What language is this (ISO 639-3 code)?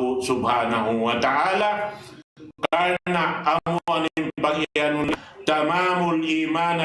tsg